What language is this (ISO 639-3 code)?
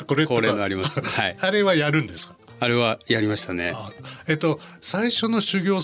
jpn